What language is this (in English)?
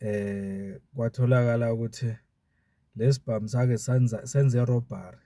Zulu